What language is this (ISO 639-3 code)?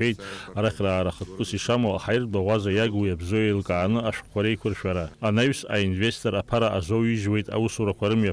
abk